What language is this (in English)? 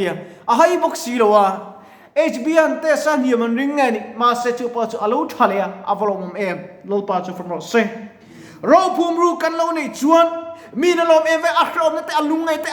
Mizo